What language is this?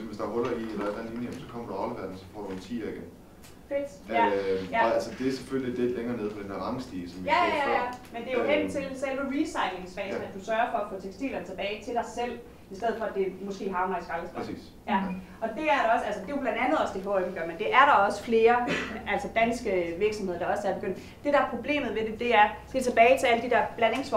Danish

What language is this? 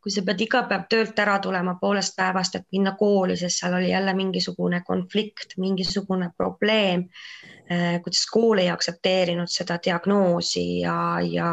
Estonian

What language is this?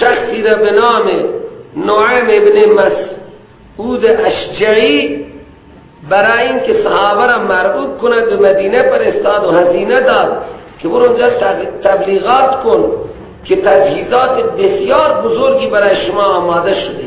Persian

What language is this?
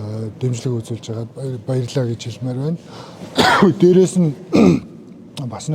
Mongolian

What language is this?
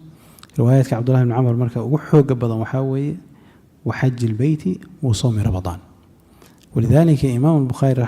Somali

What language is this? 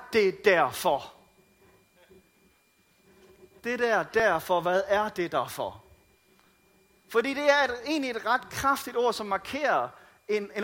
Danish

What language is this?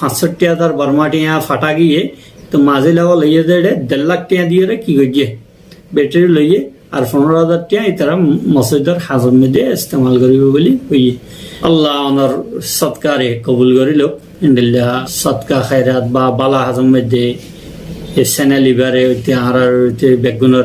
Rohingya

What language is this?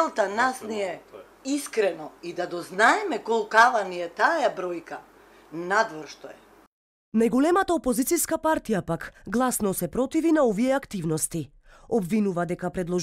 Macedonian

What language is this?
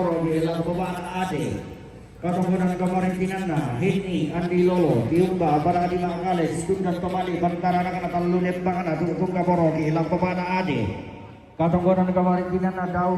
Toraja-Sa'dan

